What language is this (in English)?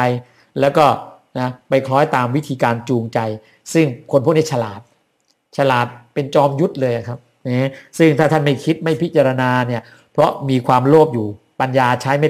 Thai